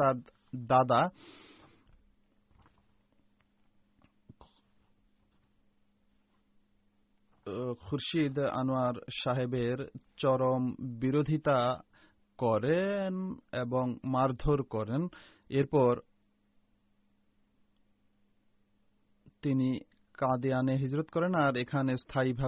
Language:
Bangla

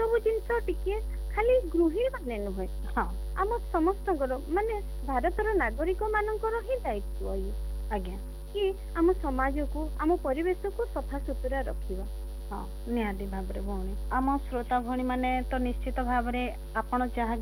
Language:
Odia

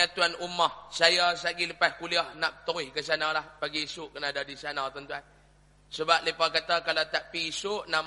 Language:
Malay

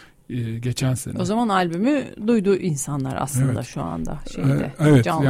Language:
Turkish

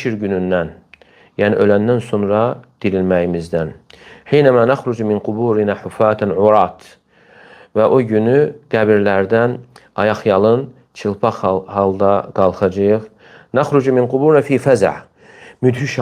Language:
Azerbaijani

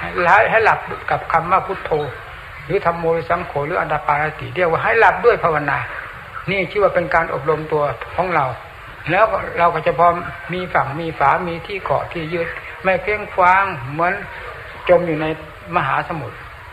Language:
Thai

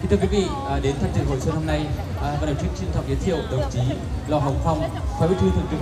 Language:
Hmong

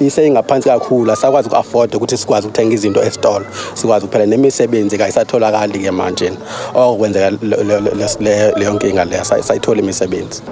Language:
Zulu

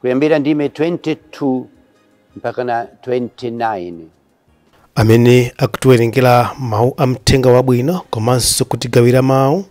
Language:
Nyanja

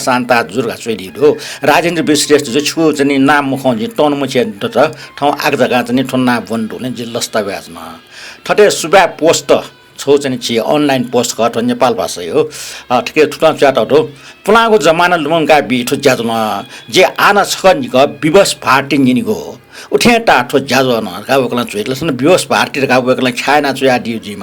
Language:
Newari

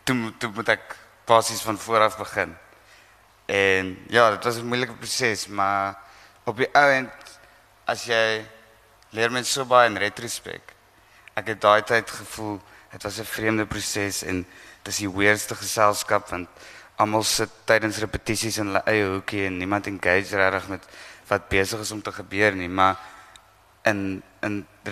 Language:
Afrikaans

